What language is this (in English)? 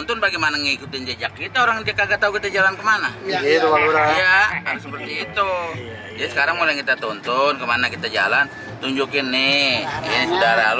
Betawi